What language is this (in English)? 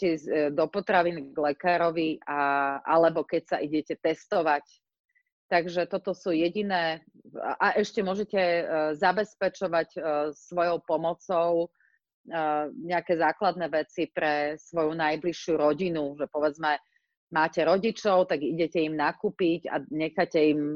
Slovak